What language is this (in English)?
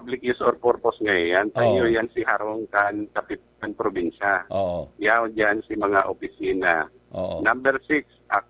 Bikol